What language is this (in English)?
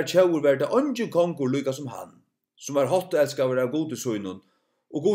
Faroese